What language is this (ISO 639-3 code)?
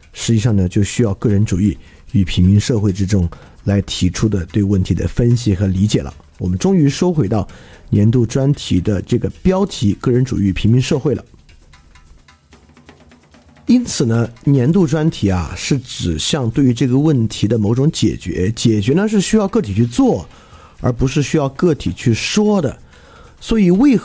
zho